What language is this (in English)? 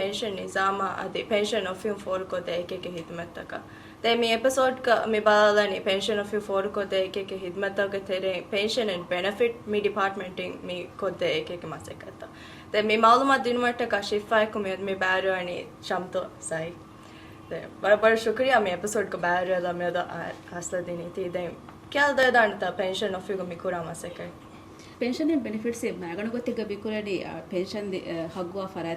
Divehi